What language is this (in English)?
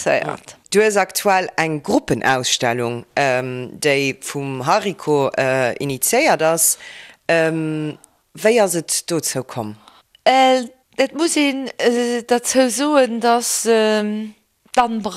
Luxembourgish